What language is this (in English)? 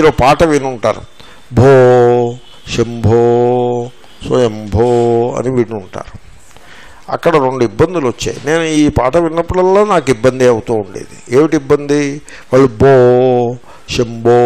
Telugu